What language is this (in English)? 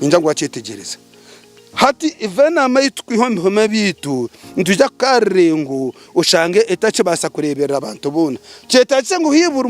Nyankole